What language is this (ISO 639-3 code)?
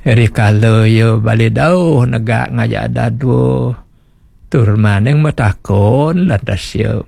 ban